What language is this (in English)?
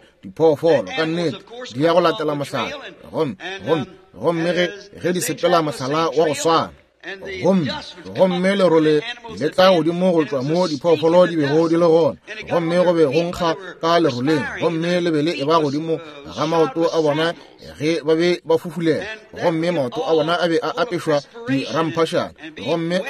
Northern Sotho